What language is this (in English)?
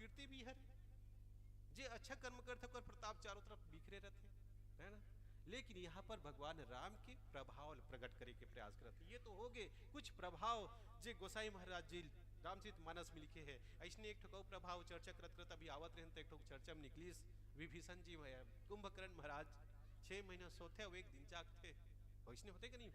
Chhattisgarhi